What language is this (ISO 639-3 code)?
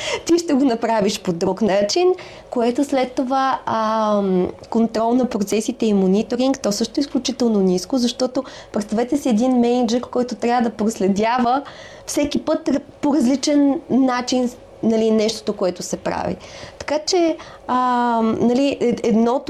bul